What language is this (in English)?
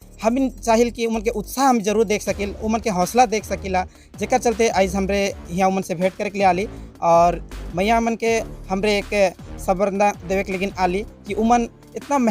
Sadri